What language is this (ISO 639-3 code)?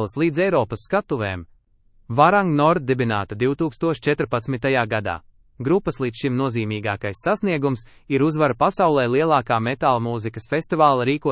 lav